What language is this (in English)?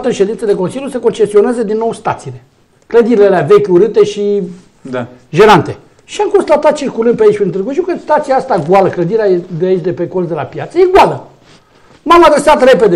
Romanian